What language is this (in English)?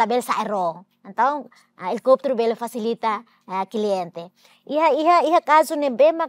Tetum